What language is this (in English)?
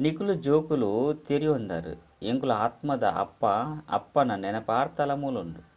Tulu